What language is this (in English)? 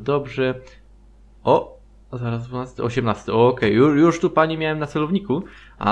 Polish